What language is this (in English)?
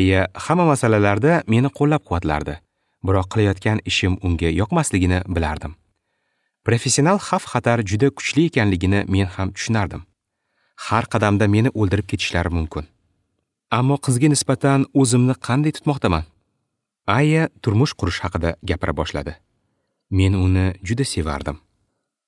Uzbek